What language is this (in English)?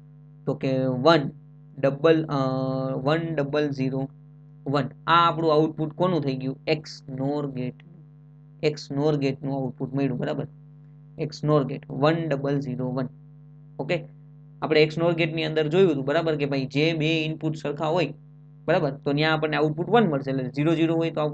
Gujarati